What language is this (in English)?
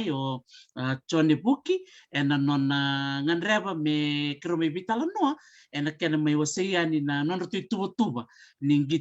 Fijian